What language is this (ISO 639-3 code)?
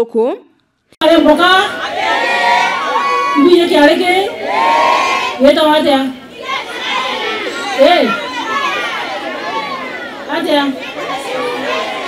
mer